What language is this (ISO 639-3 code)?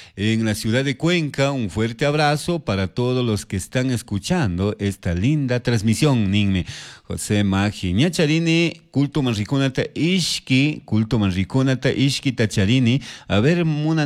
qug